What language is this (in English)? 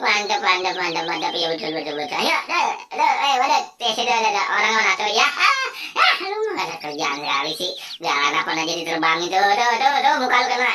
Betawi